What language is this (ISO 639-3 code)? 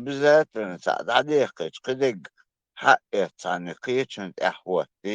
che